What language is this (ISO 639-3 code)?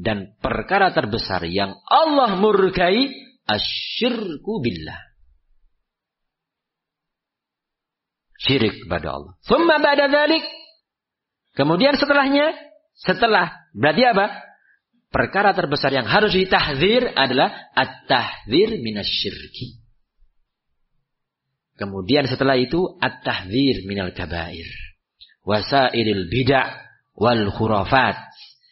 ind